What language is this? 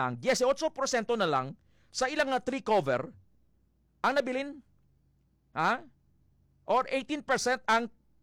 Hiligaynon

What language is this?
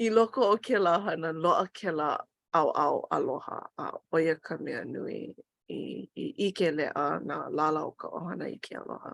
Hawaiian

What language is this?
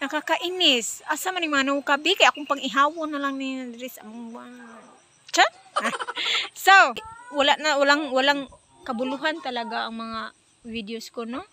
Cebuano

